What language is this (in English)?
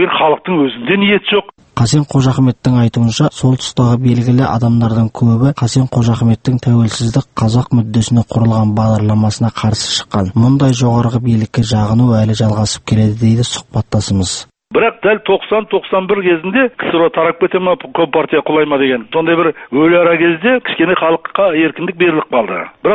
Kazakh